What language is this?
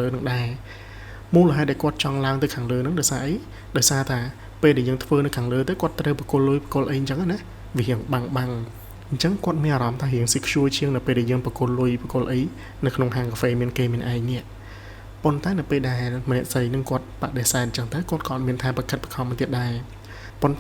Khmer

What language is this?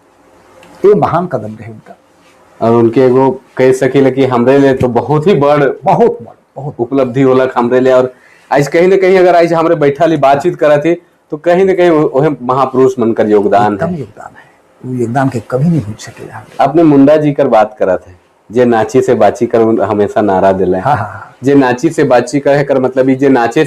Sadri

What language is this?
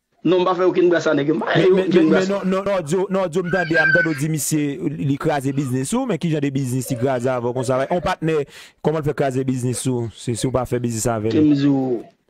Haitian Creole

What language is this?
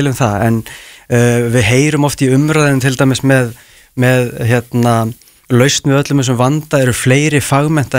Icelandic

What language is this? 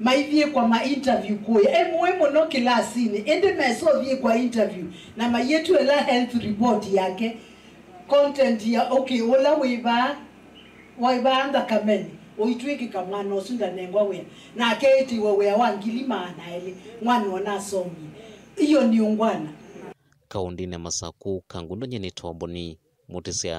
Kamba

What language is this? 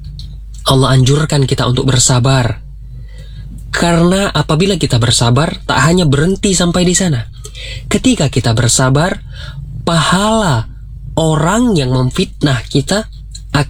Indonesian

